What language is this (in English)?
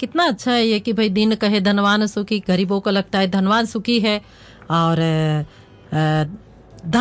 Hindi